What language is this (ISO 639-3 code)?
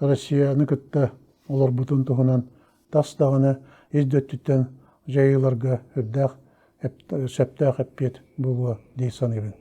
sah